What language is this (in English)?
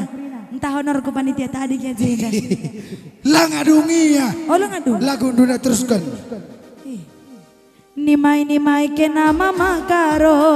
Batak Karo